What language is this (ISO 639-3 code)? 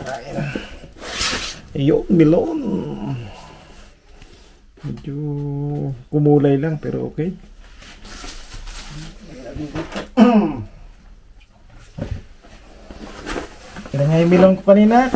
fil